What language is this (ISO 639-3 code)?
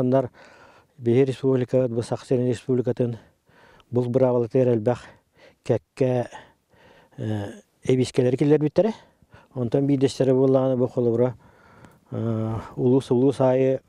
sah